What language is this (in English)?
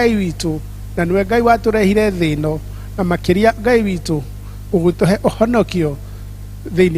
Kikuyu